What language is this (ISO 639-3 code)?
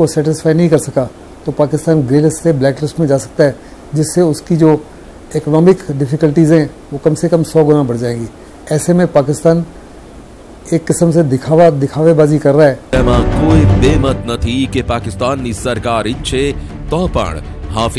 guj